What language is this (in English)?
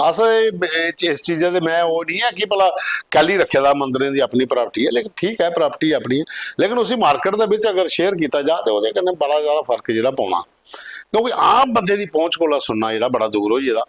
Dogri